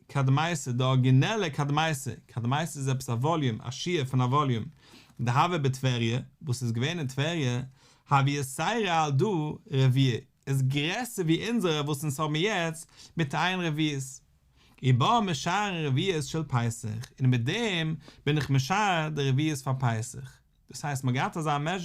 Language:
Yiddish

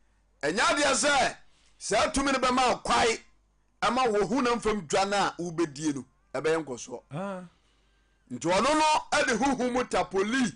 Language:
Akan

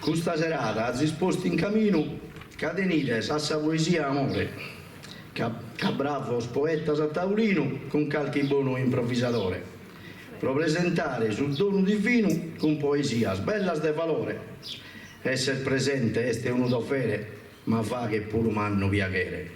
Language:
Sardinian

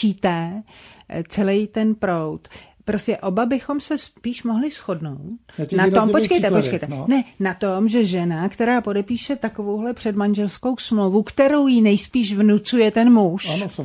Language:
Czech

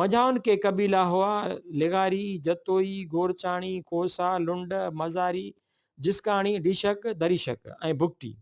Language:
Sindhi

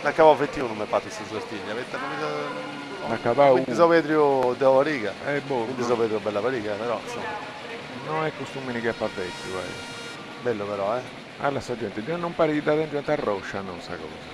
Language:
Sardinian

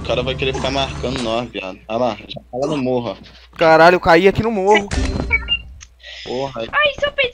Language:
Portuguese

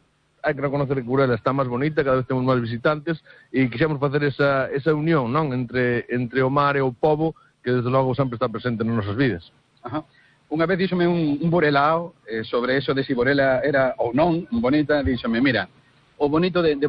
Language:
Galician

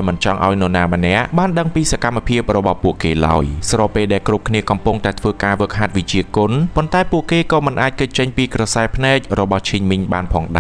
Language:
Khmer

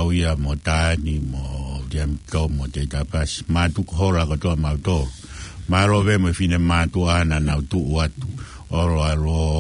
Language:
Tongan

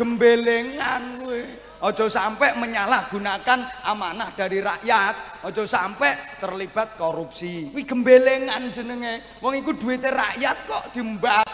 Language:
Javanese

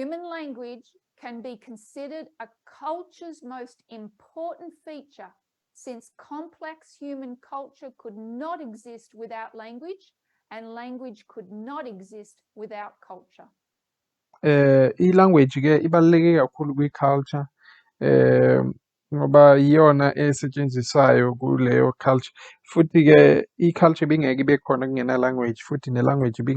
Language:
Zulu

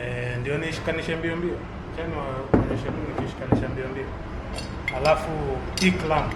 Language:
Swahili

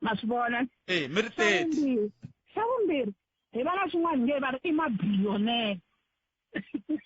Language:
Tsonga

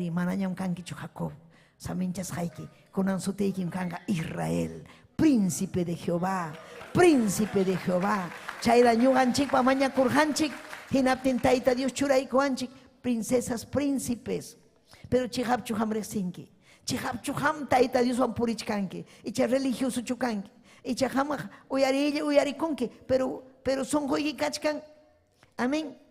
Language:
Ayacucho Quechua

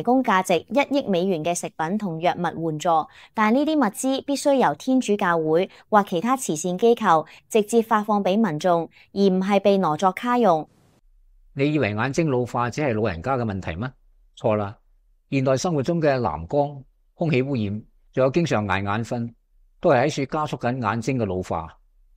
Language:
Cantonese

